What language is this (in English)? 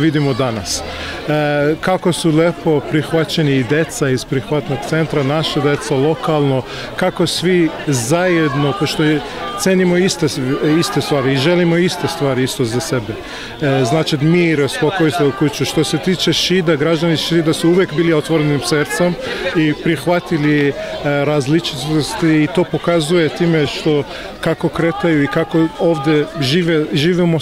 Serbian